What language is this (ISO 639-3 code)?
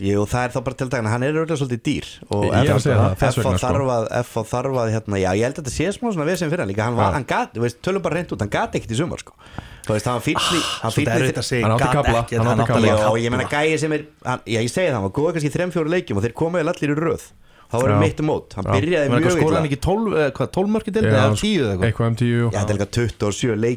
isl